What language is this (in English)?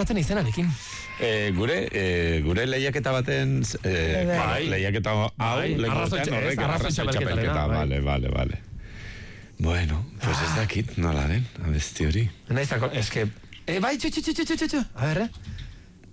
Basque